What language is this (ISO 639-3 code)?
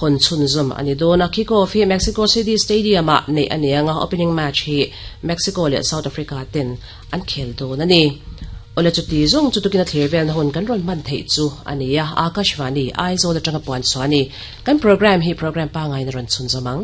lus